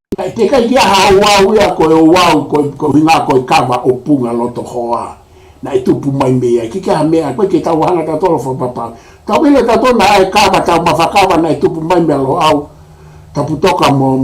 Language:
Tongan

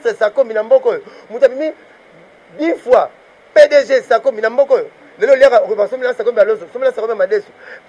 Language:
Lingala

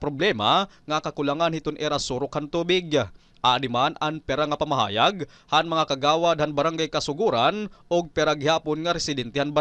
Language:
Waray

